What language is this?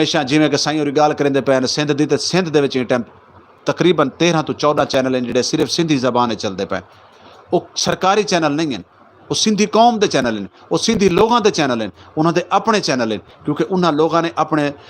Saraiki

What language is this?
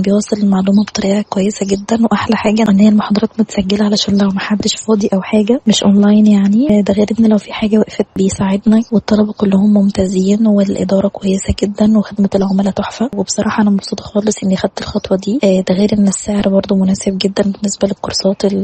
Egyptian Arabic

